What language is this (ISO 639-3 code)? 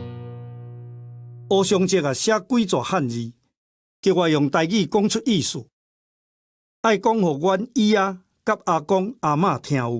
nan